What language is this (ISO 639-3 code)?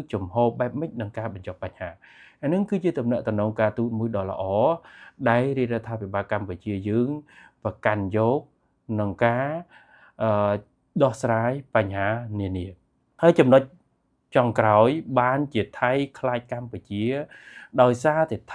khm